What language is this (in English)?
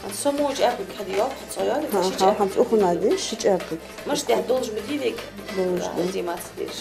Ingush